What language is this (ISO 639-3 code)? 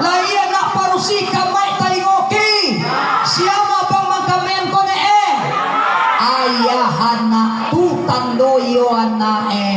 min